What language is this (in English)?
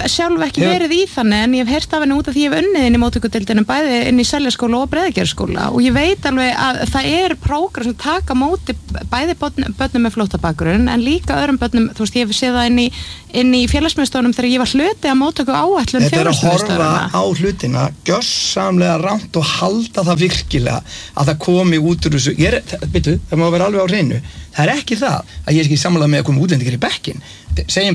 Icelandic